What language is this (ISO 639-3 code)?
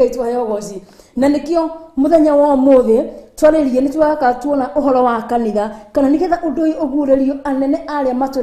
kik